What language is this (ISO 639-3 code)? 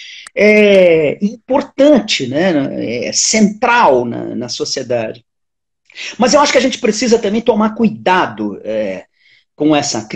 por